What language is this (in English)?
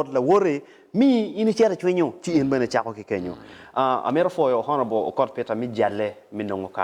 Acoli